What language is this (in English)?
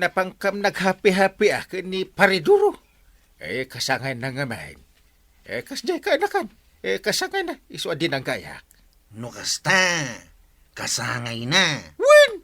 Iloko